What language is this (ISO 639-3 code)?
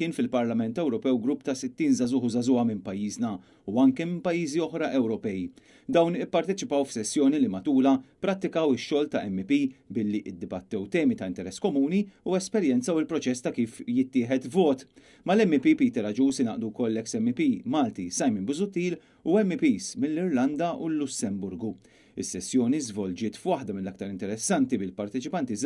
mlt